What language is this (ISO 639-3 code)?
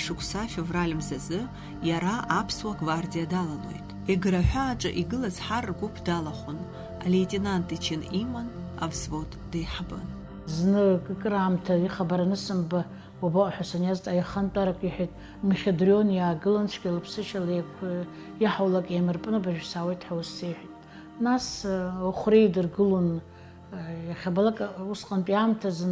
abk